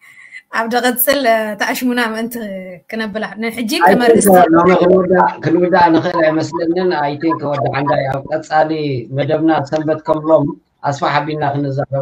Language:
Tigrinya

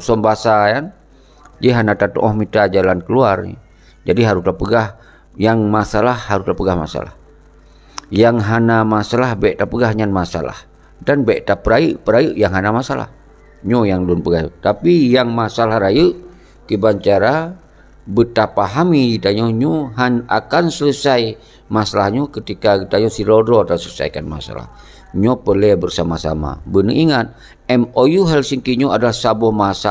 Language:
Achinese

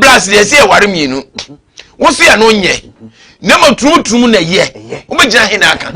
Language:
Akan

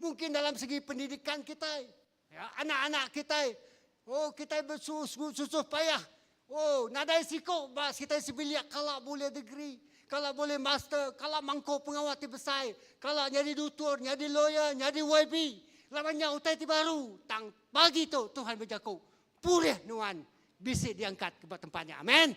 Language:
Iban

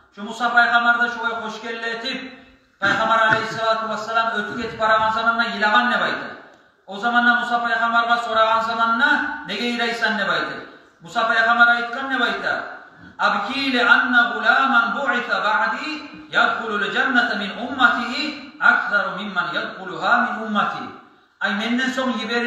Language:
Kumyk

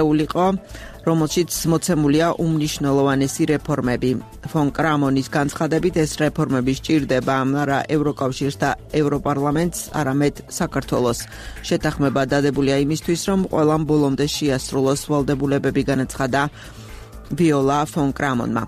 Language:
Georgian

